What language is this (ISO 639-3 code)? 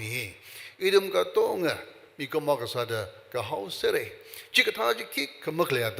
nmf